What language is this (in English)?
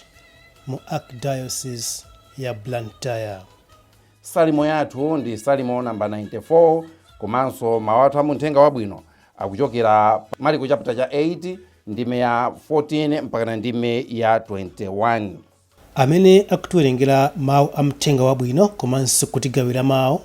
Nyanja